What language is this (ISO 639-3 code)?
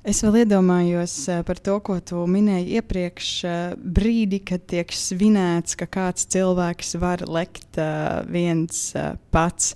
lav